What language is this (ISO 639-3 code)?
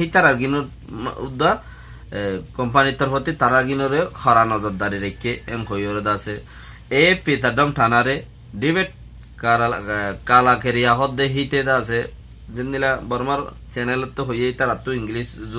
rhg